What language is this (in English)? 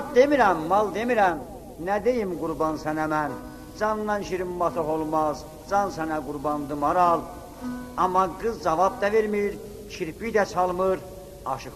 South Azerbaijani